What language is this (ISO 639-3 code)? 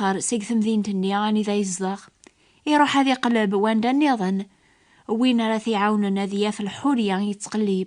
kab